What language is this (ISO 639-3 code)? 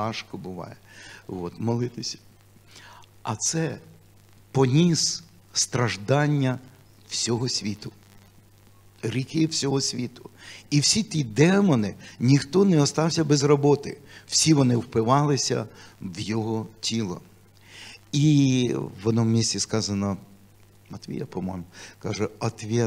ukr